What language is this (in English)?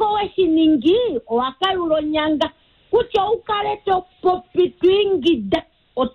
Kuanyama